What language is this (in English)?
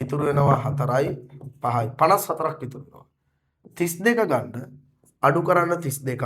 Sinhala